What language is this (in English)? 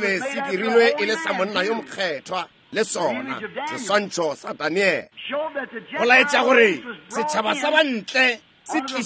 Northern Sotho